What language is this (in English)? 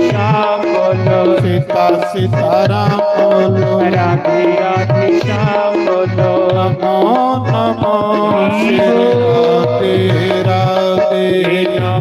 Dogri